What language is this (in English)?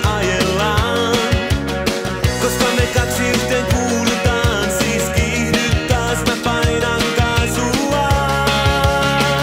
Finnish